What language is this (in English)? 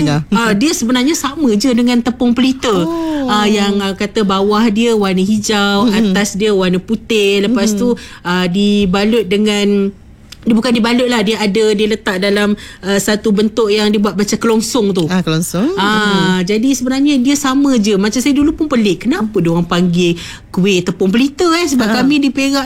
Malay